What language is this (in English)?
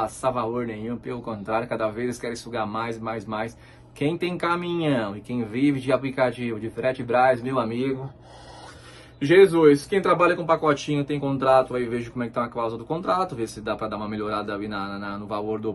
Portuguese